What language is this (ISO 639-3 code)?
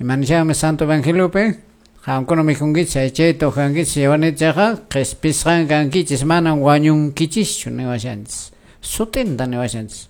que